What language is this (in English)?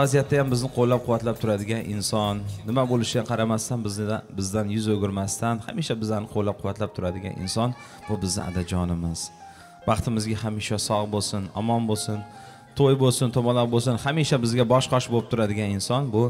Uzbek